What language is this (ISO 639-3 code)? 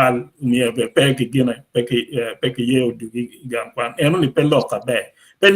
ach